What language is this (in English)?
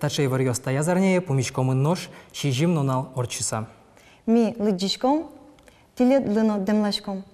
Udmurt